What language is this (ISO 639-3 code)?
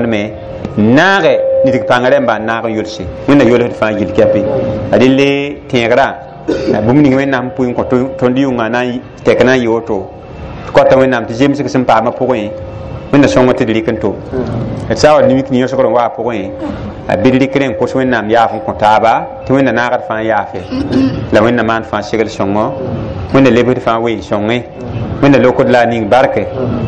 mos